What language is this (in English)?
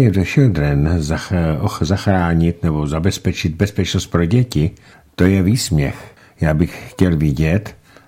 Czech